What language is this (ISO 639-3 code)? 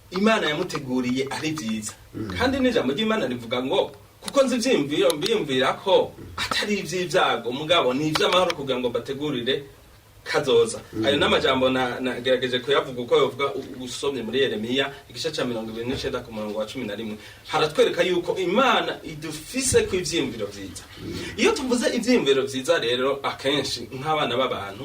run